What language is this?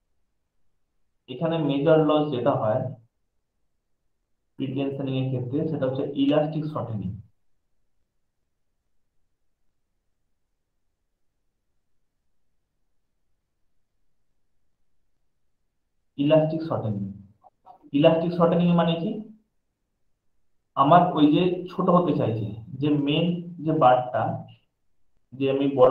Bangla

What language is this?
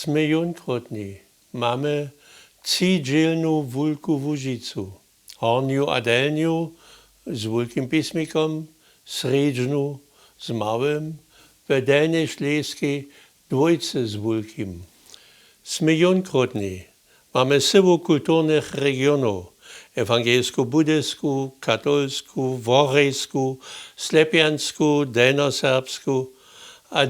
Upper Sorbian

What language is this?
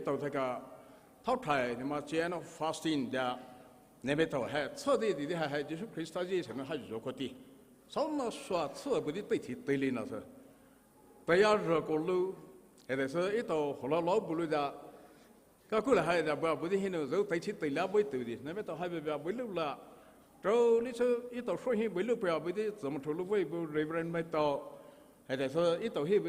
Poumei Naga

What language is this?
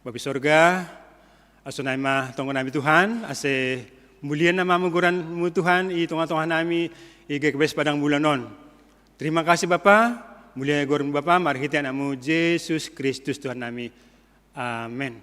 Batak Simalungun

